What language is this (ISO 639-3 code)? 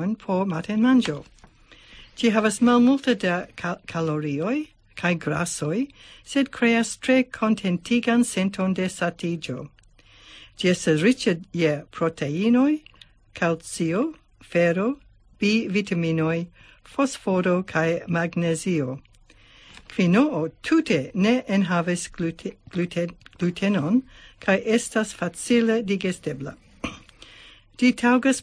epo